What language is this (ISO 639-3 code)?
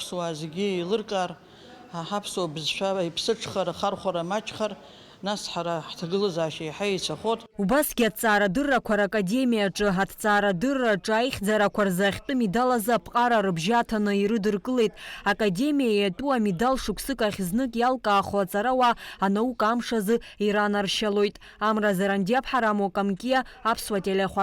abk